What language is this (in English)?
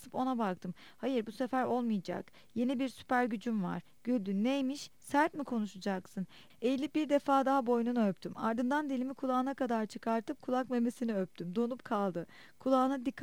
Turkish